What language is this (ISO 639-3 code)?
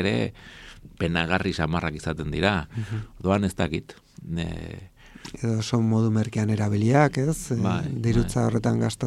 eus